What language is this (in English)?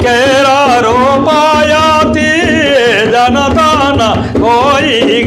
Sadri